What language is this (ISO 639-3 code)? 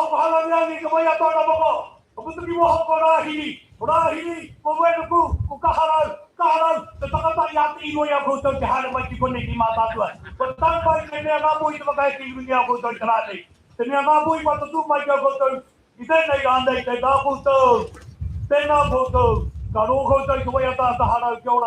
mri